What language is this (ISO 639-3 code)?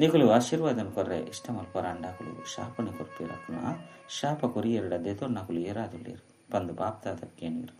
tcy